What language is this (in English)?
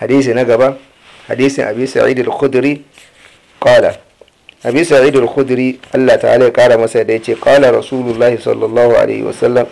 Hausa